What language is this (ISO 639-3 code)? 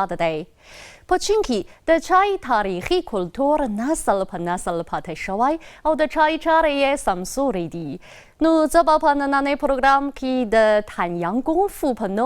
pus